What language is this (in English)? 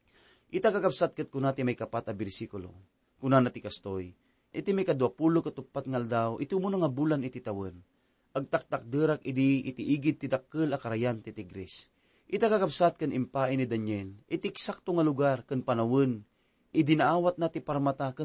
Iloko